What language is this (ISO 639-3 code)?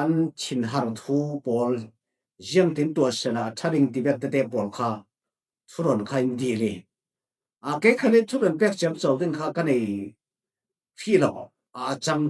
cfm